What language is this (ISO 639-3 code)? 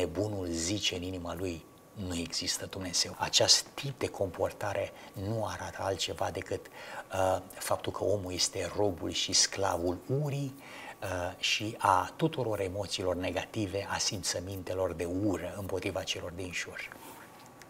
ron